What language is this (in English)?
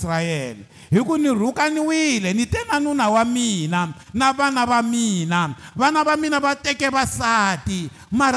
Tsonga